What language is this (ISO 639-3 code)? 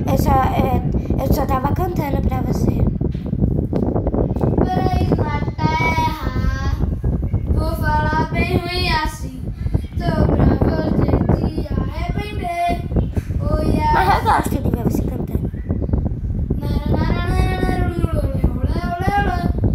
por